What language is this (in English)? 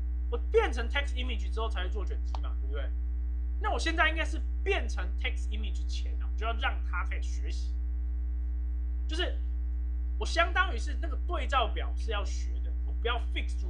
Chinese